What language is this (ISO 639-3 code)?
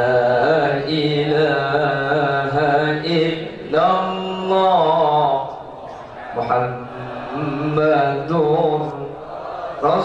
mad